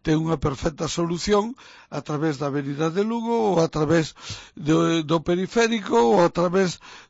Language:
Galician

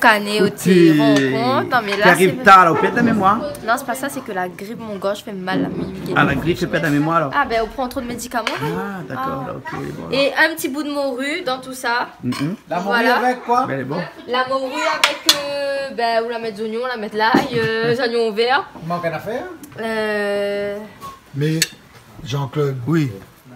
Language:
Réunion Creole French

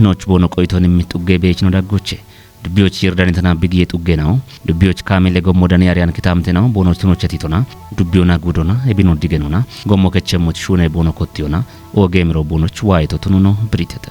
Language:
Kafa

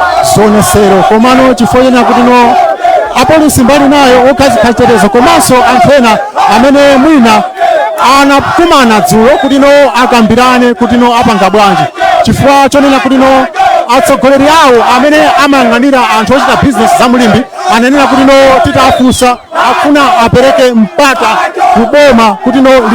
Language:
Nyanja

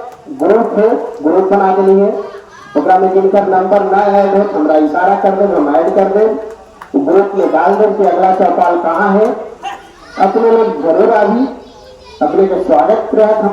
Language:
Magahi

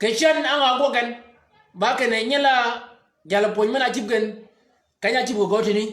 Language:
Shilluk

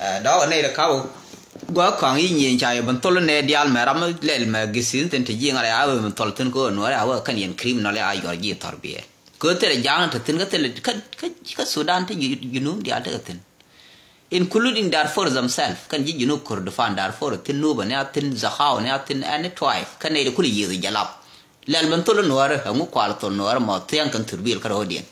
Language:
Nuer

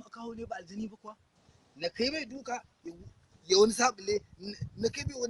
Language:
Hausa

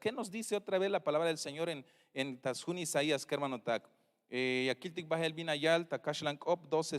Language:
Tzeltal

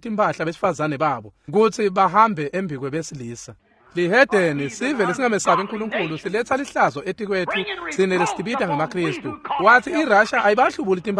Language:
Swati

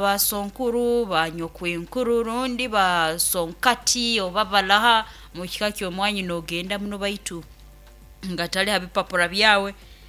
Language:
Nyoro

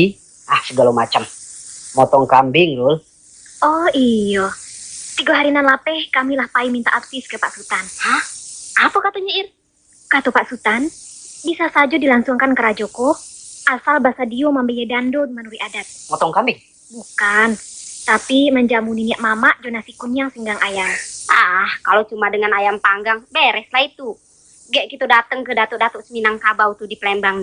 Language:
Minangkabau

